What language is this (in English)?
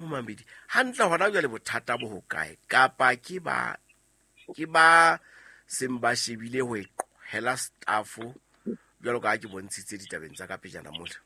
Southern Sotho